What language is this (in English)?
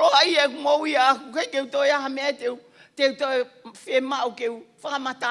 Tongan